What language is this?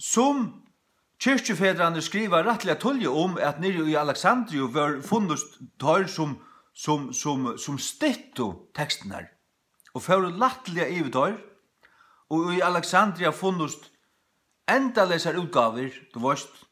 Faroese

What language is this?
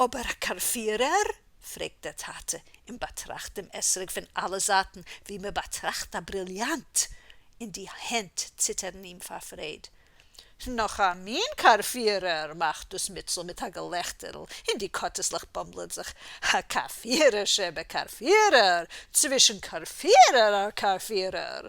Yiddish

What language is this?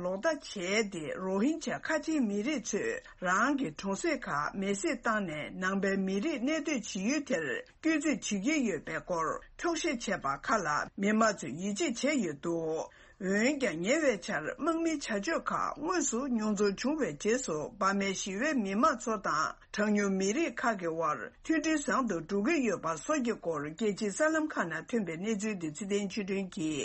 Tibetan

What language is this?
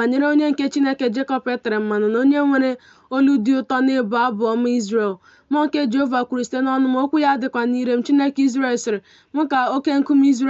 Igbo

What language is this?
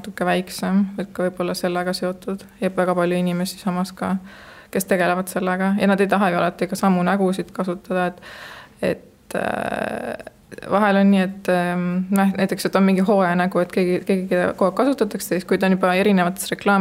Estonian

